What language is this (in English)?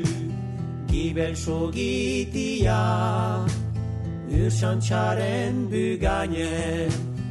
Basque